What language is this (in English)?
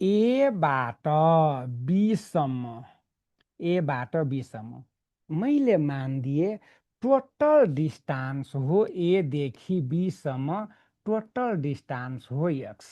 Nepali